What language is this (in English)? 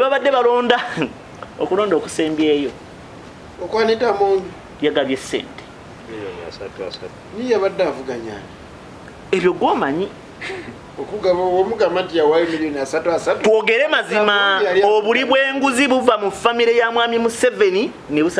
Ganda